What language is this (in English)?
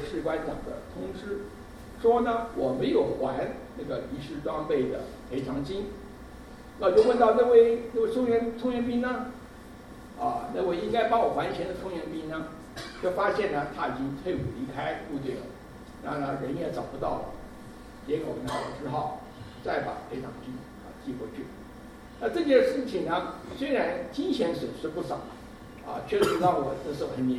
Chinese